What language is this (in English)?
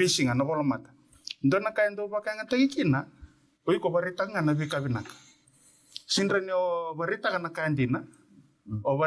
Fijian